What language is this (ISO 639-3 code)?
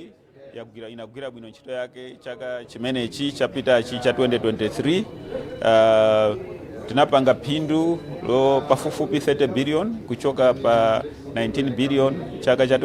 nya